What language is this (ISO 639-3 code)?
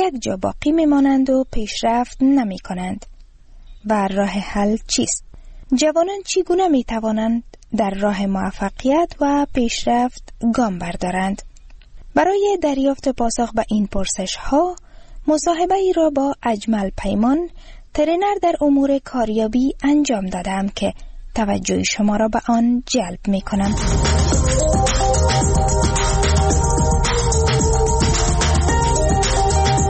fas